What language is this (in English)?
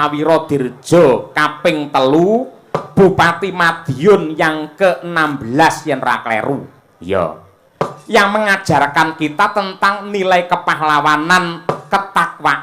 Javanese